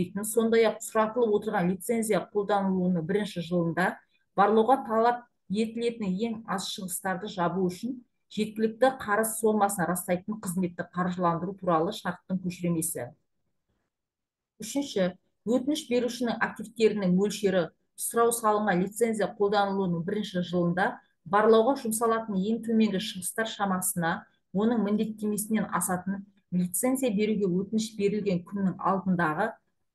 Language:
Kazakh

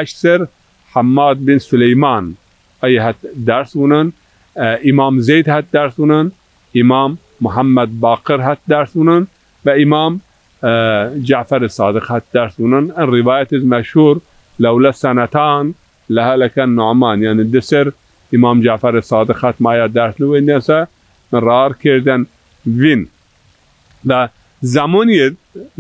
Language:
Zaza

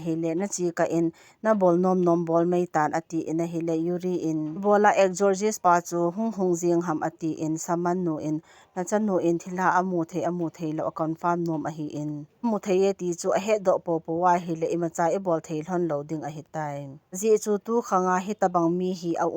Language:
Thado Chin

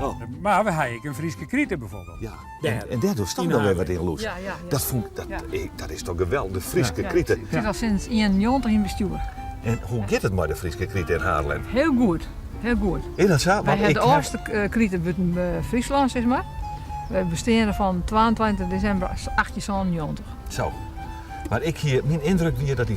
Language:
Western Frisian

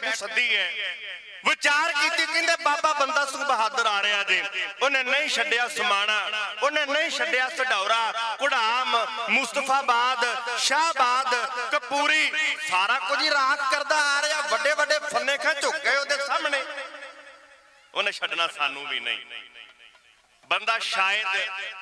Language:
Punjabi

